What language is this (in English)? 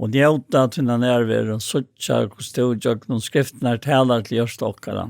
Faroese